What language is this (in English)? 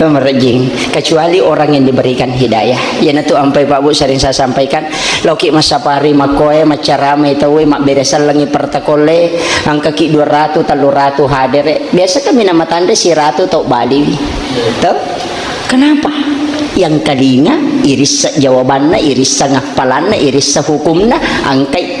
Buginese